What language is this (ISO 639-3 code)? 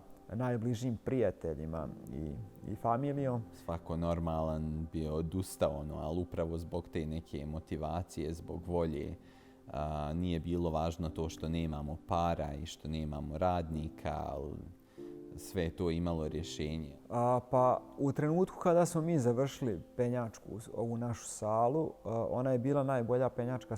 bos